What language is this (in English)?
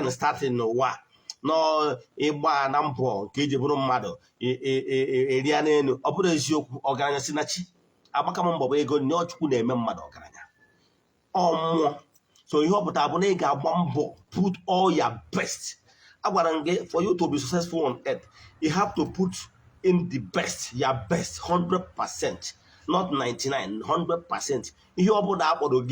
Igbo